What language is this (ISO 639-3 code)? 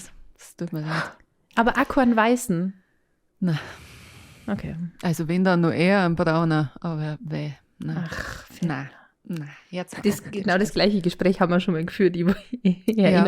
bar